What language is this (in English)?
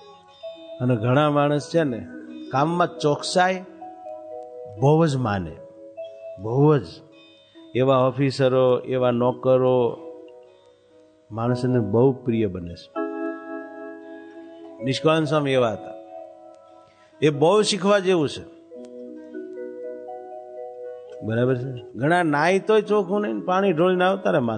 Gujarati